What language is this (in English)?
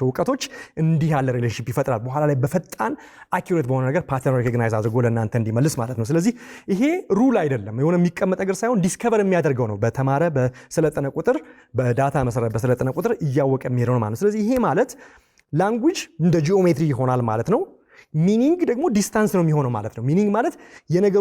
Amharic